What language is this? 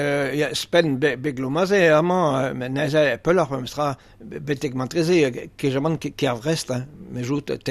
Breton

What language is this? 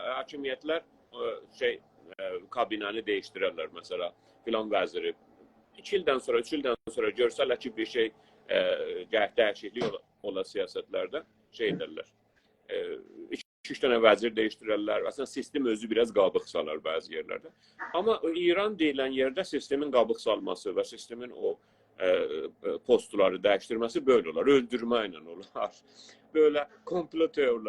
South Azerbaijani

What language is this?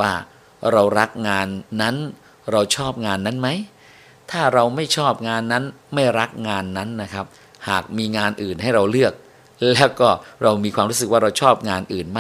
Thai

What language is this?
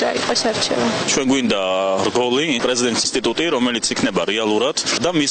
Georgian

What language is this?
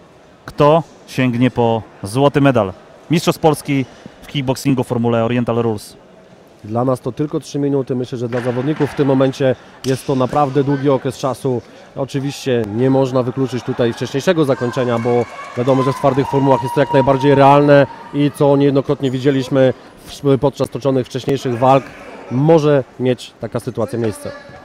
Polish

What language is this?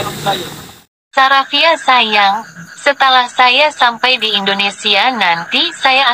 Bima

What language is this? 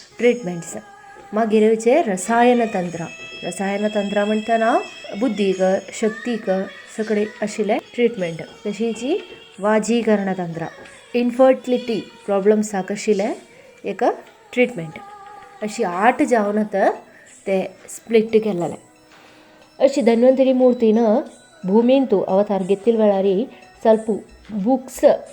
Konkani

